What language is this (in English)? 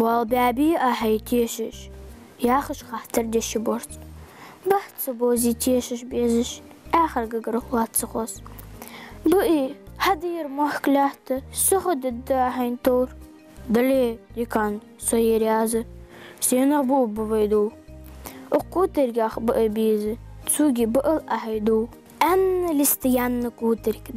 Ingush